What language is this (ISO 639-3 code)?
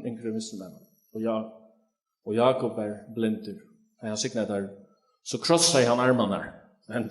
fao